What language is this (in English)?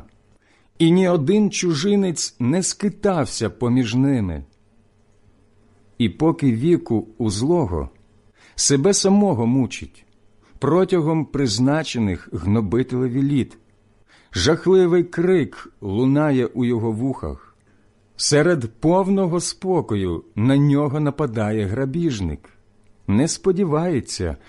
Ukrainian